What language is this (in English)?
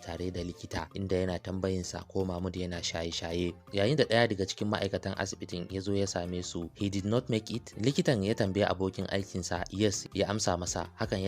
Hausa